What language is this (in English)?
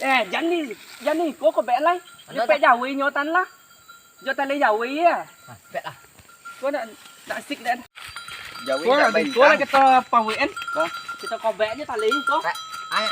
Minangkabau